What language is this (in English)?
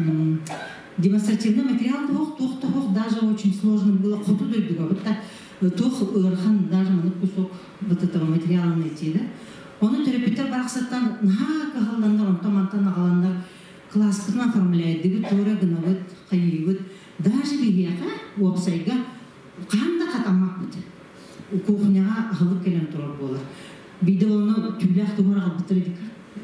Yakut